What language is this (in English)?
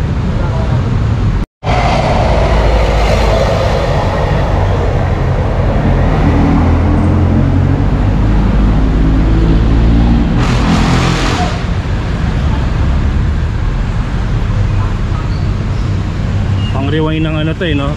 Filipino